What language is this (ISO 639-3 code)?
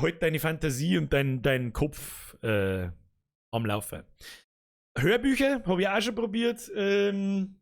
bar